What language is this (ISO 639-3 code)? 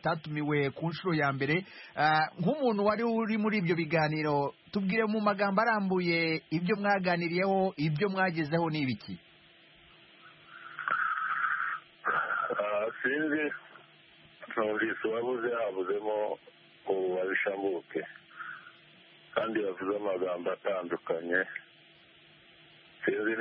kin